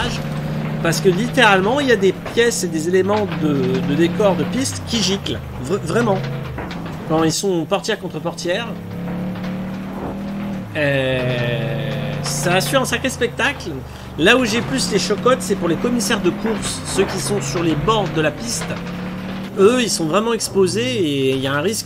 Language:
French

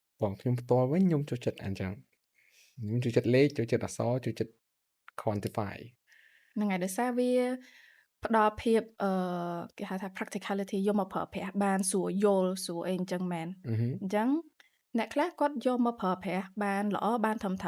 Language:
Khmer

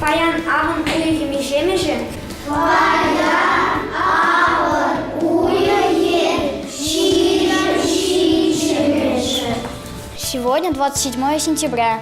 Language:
Chuvash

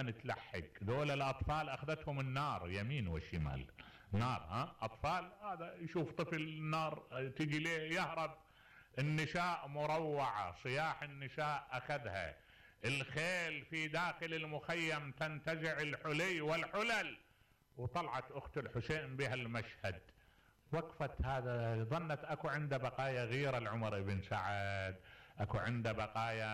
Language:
Mesopotamian Arabic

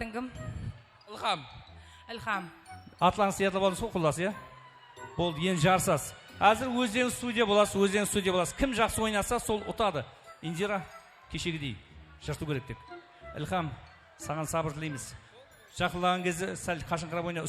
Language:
Kara-Kalpak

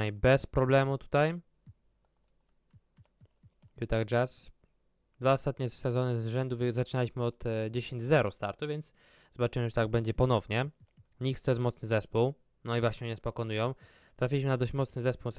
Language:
Polish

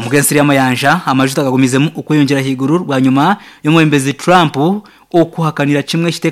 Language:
Nyankole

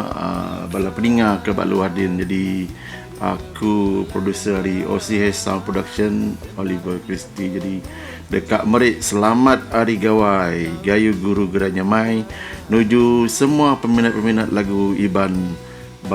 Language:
Iban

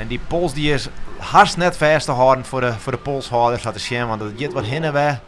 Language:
Western Frisian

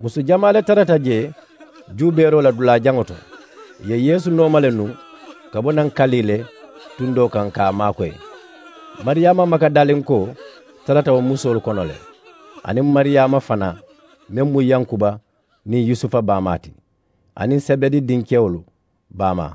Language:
Mandingo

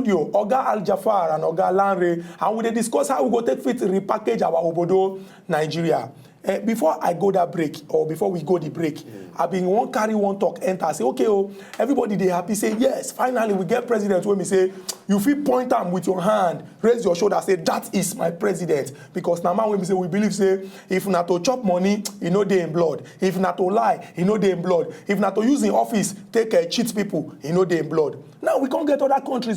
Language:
Nigerian Pidgin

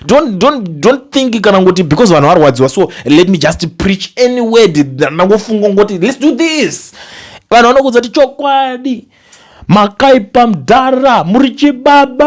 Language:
Shona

